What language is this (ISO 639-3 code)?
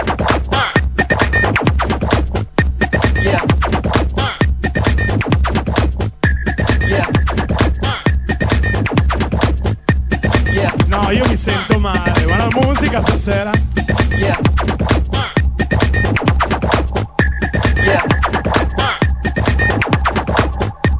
ita